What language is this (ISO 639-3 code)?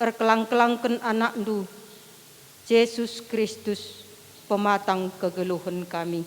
btx